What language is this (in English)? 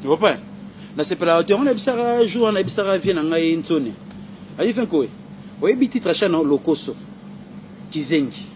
Lingala